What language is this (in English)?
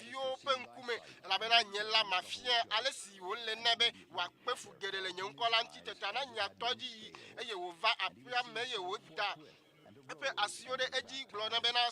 Ewe